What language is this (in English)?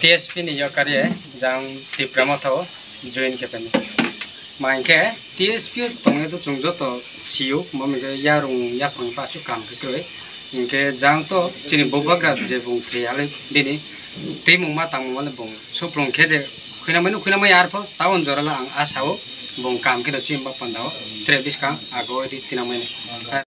Riang (India)